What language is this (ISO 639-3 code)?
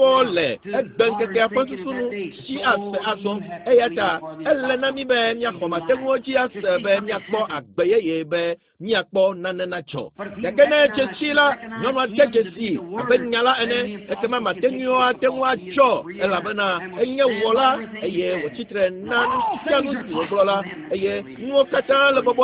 ewe